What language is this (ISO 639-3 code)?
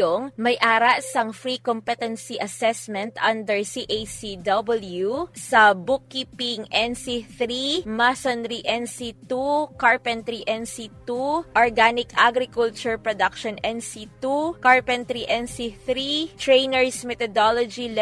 hil